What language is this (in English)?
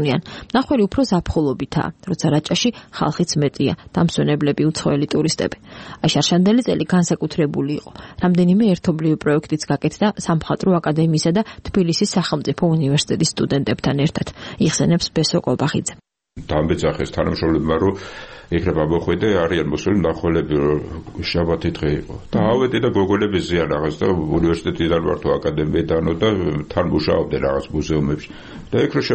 Georgian